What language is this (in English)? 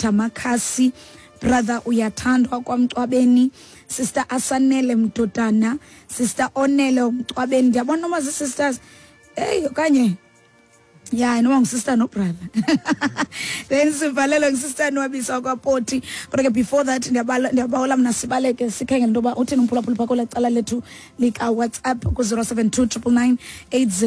Xhosa